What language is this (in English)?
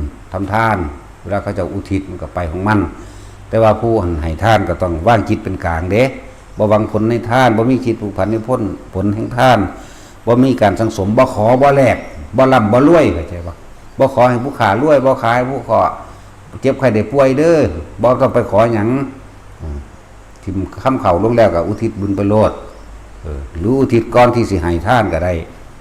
Northeastern Thai